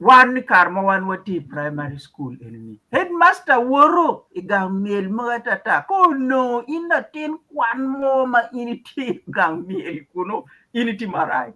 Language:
Acoli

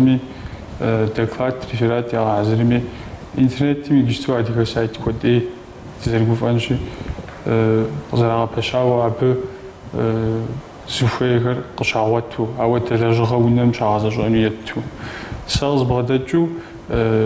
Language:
Kabardian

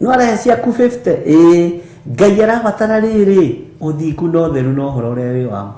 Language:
Kikuyu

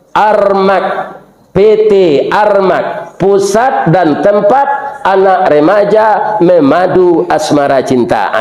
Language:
Minangkabau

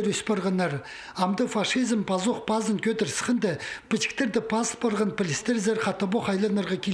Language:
Khakas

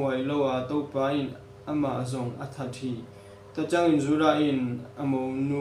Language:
Tedim Chin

